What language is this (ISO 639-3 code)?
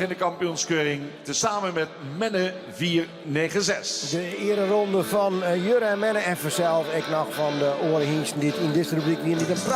fry